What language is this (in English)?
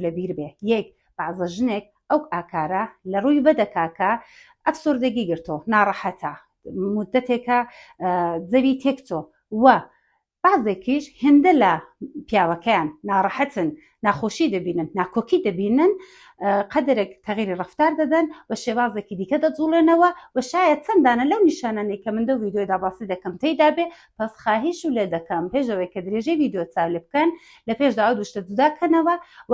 Central Kurdish